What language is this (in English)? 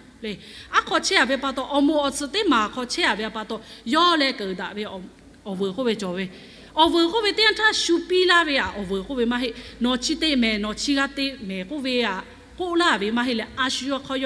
Lahu